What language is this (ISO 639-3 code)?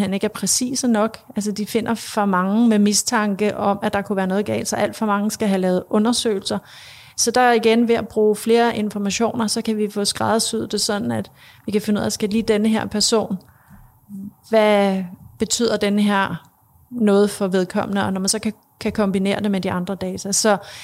dan